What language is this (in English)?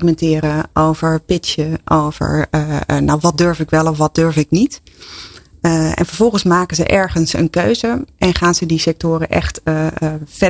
Dutch